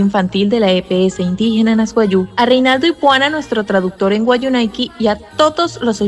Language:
Wayuu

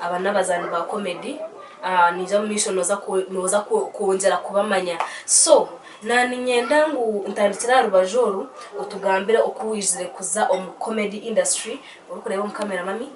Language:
Nyankole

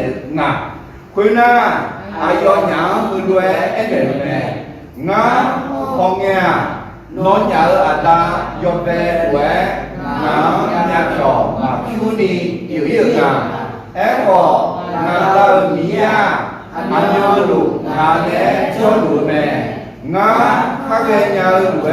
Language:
Akha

